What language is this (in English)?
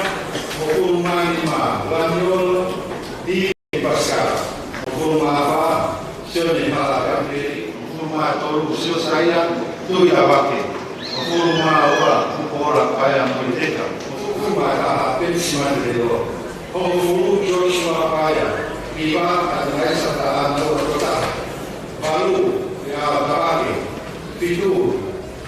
Tongan